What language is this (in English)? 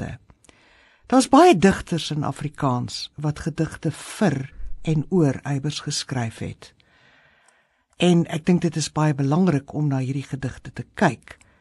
Afrikaans